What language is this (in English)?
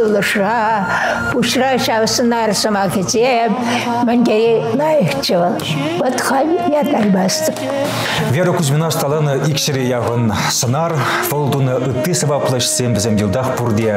Chuvash